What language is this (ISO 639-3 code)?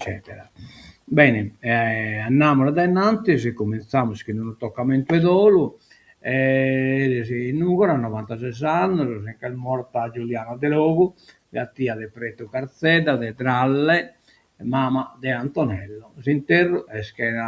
srd